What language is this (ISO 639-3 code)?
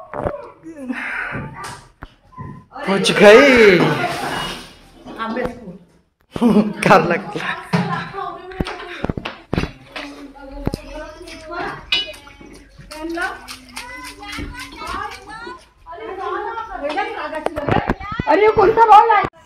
mar